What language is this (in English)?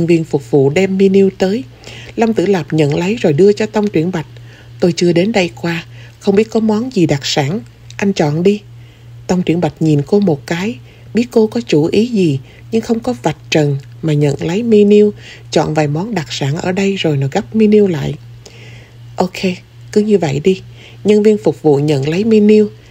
Vietnamese